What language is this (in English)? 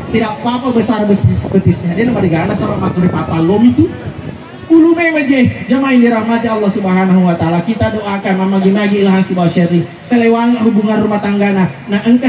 Buginese